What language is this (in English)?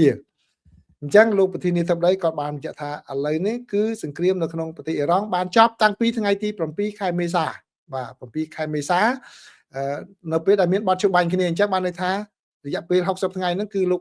Khmer